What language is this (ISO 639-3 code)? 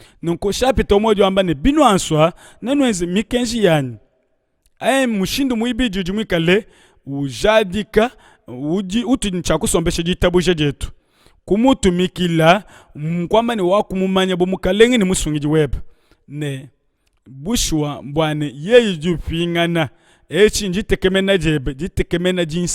lua